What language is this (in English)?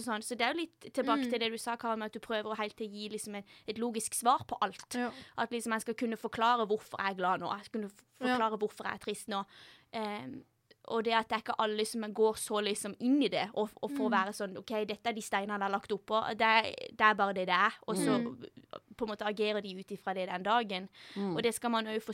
Norwegian